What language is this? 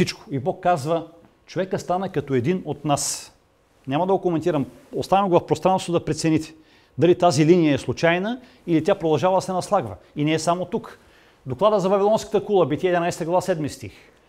Bulgarian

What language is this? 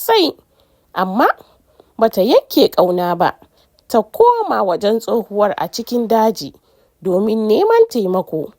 Hausa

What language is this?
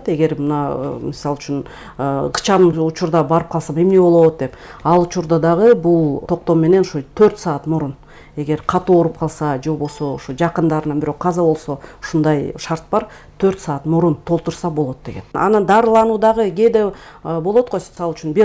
Kyrgyz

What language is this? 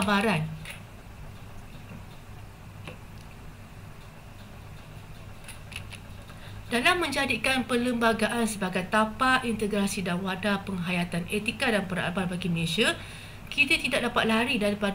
Malay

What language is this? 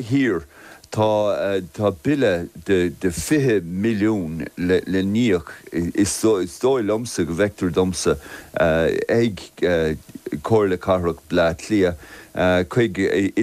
Irish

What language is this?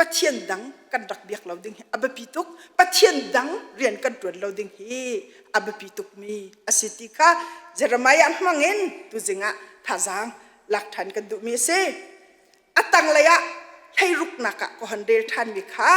Hakha Chin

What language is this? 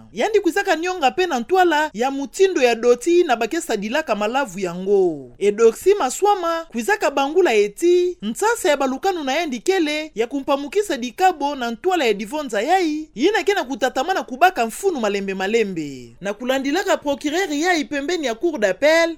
Kituba (Democratic Republic of Congo)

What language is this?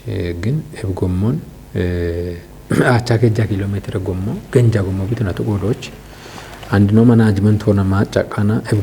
Kafa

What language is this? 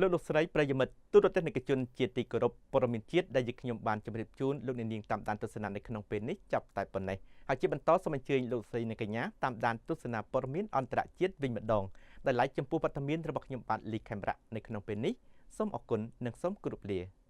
Khmer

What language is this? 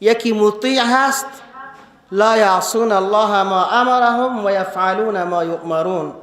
Persian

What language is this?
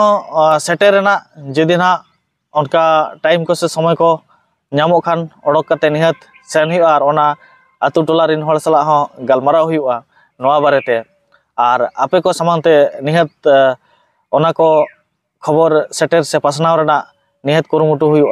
Santali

